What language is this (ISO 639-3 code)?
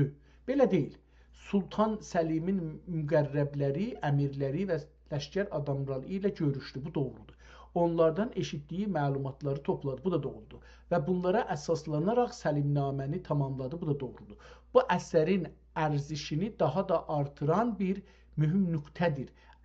azb